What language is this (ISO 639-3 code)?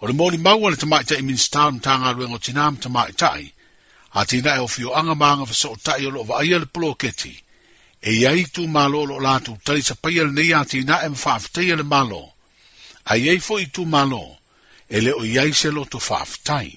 smo